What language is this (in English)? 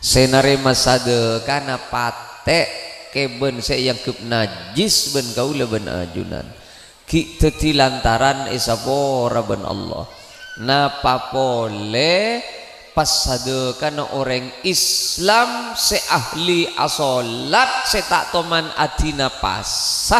Madurese